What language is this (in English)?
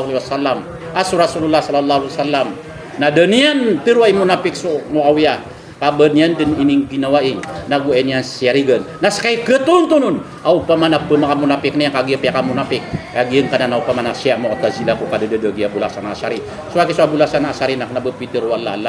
Maranao